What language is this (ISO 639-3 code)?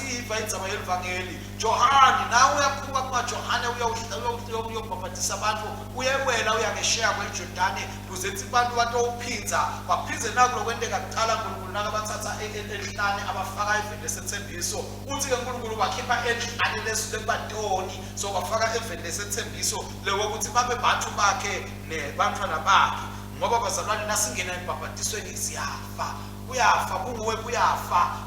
ssw